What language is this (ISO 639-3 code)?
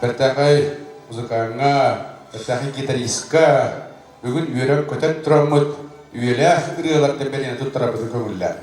sah